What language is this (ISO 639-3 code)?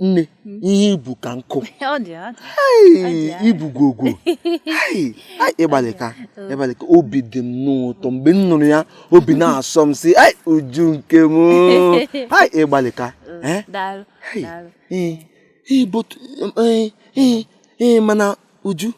ibo